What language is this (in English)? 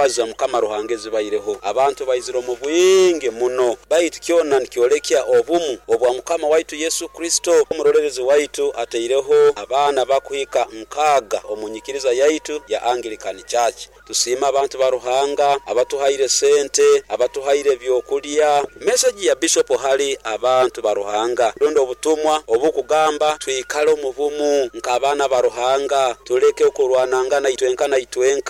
Nyoro